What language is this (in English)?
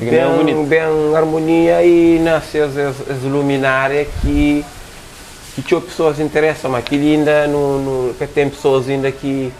Kabuverdianu